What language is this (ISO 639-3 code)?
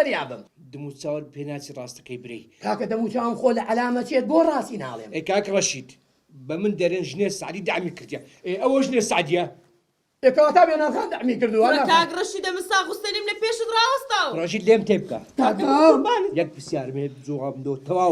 ckb